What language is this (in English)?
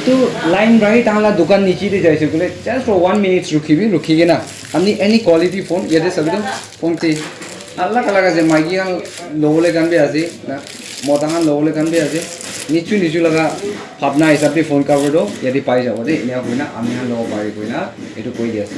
Naga Pidgin